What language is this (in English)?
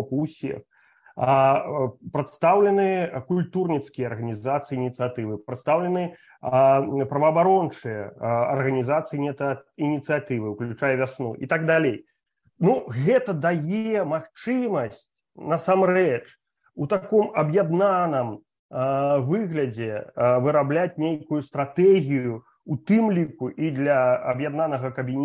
Belarusian